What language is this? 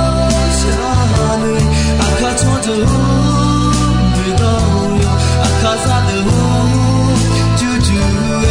Akha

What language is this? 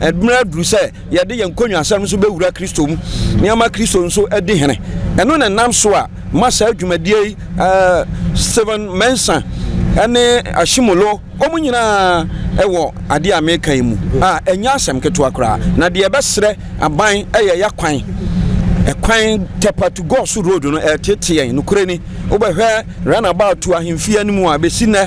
Akan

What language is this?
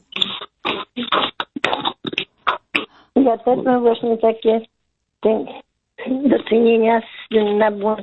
Polish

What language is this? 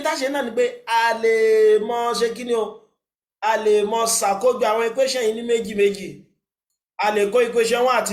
Yoruba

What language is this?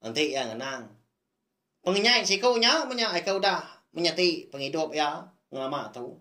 Iban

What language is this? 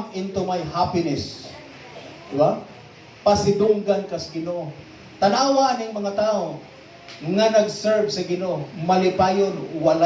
Cebuano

